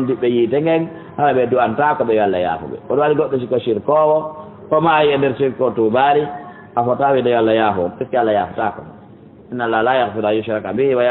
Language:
Fula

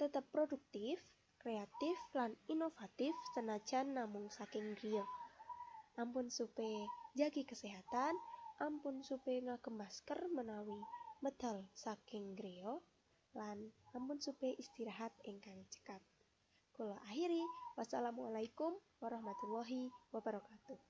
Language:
Javanese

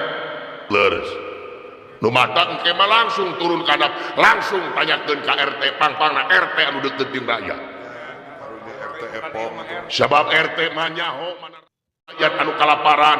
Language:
Sundanese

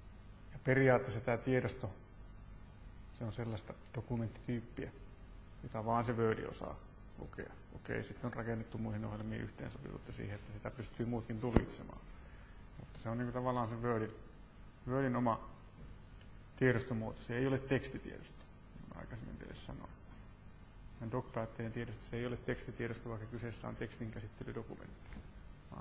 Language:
Finnish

